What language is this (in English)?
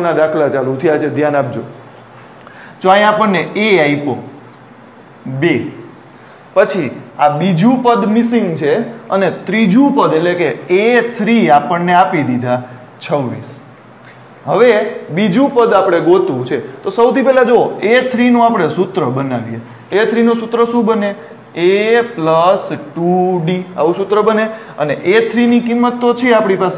Gujarati